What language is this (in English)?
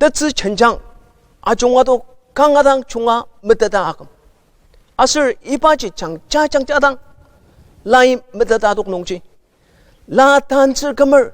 Ao Naga